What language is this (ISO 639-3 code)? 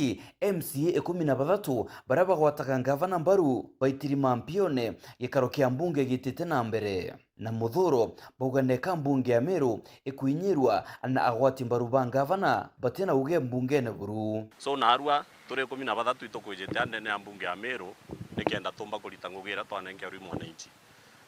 mer